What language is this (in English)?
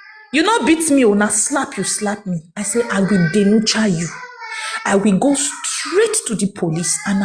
Nigerian Pidgin